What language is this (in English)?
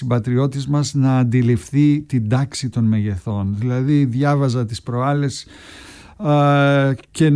Greek